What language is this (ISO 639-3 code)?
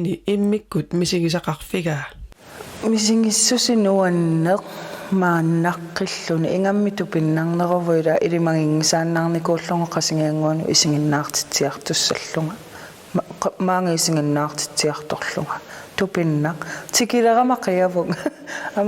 kal